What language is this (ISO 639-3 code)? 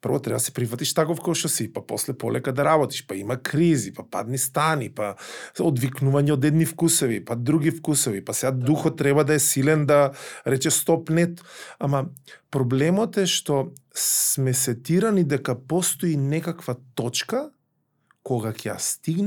mkd